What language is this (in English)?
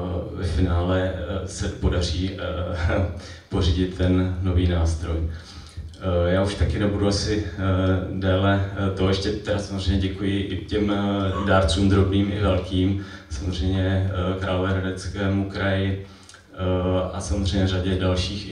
Czech